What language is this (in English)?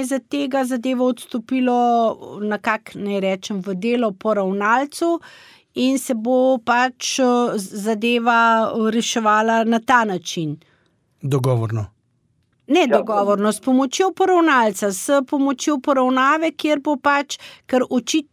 Slovenian